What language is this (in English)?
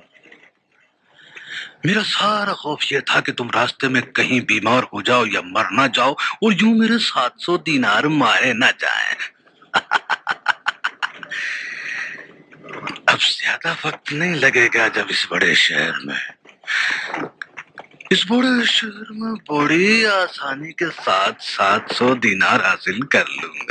Urdu